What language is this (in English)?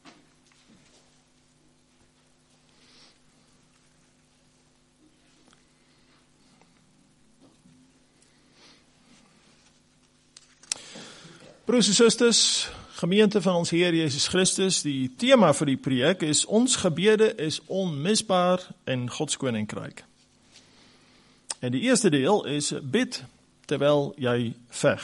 Afrikaans